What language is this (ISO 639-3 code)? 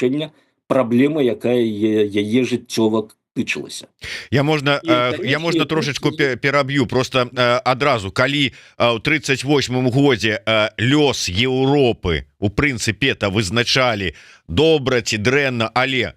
bel